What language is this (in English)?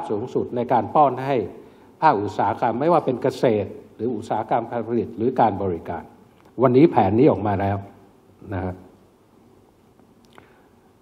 Thai